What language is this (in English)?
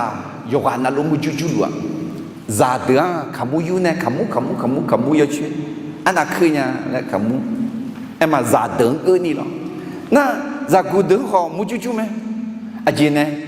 Akha